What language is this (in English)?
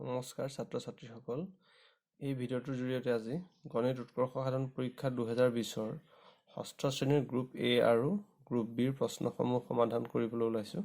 Assamese